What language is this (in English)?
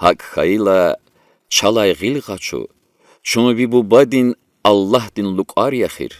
Lezghian